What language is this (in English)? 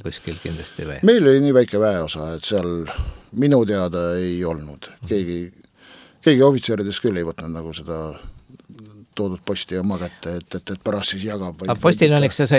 Estonian